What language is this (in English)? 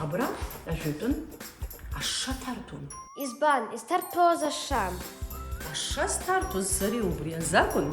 Abkhazian